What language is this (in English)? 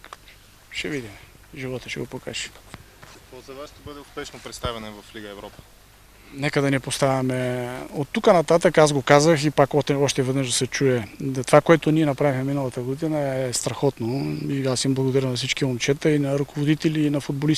Bulgarian